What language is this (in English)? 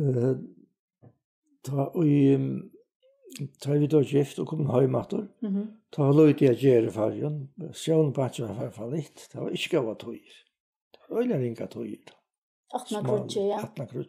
Faroese